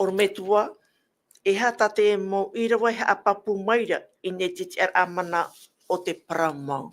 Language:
Tahitian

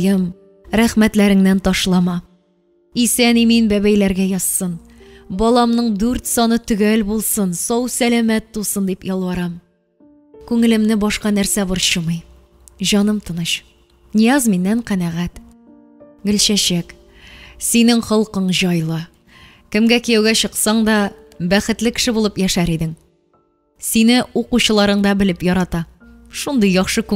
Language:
Tatar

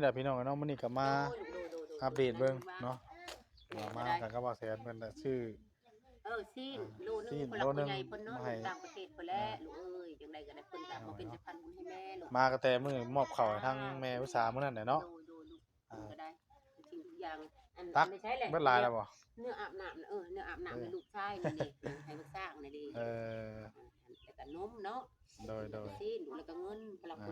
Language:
Northeastern Thai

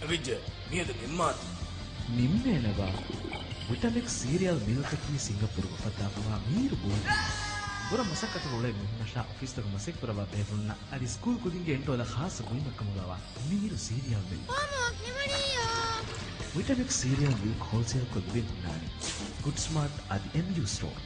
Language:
Divehi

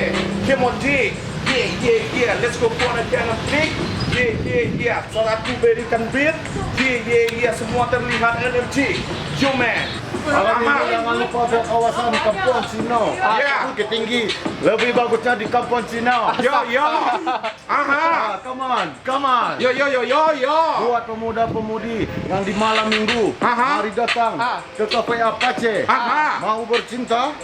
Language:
Minangkabau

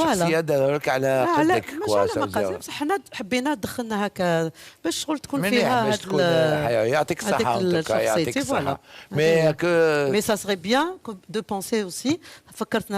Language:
Algerian Arabic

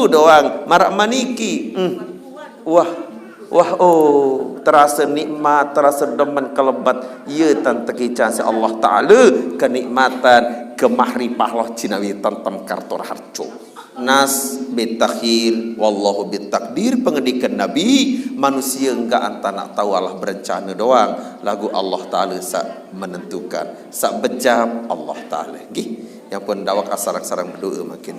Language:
Sasak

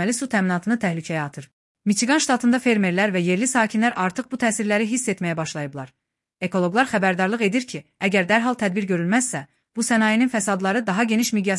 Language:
Azerbaijani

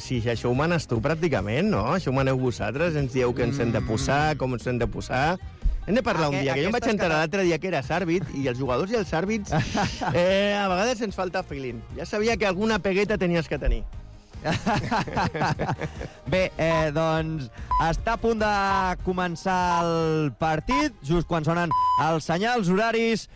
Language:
Catalan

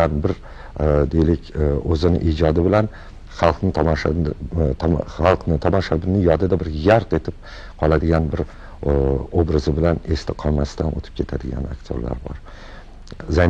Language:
Uzbek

